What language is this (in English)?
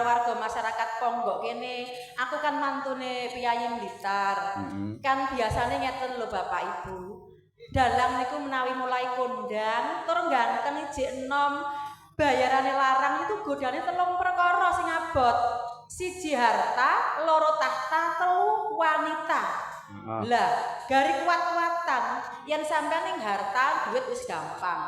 Javanese